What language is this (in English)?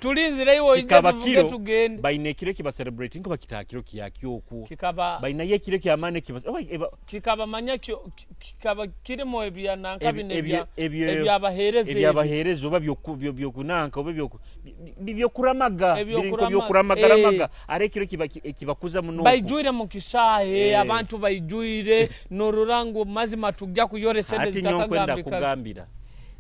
Nyoro